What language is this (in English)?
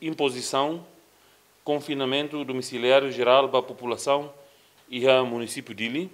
Tetum